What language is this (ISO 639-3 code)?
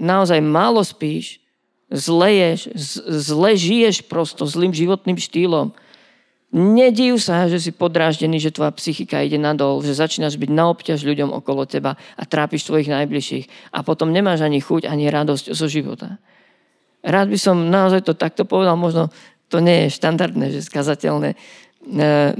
slk